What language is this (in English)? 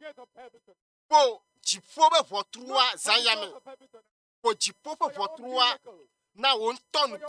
Ewe